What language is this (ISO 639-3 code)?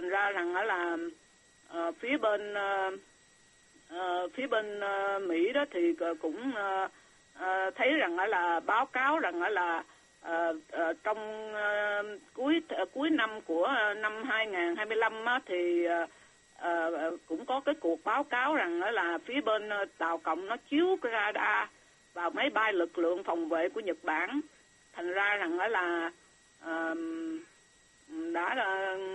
vie